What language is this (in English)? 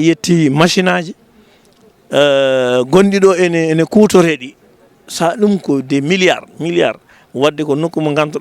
Fula